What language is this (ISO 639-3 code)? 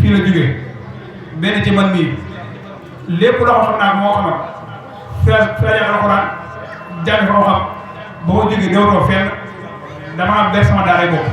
wol